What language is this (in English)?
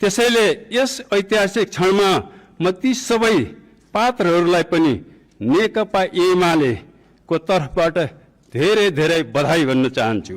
Nepali